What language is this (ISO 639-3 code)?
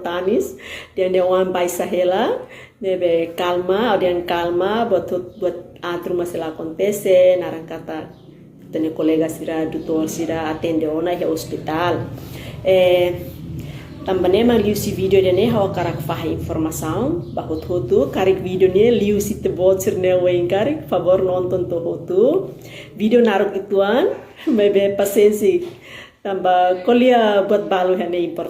tet